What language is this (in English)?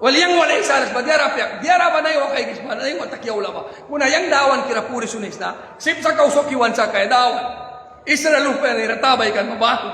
Mískito